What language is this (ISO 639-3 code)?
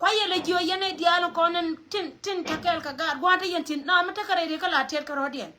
nus